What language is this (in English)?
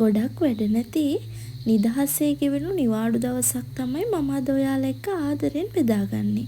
Sinhala